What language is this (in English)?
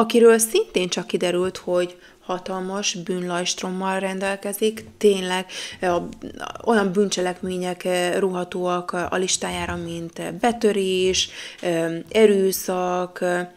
Hungarian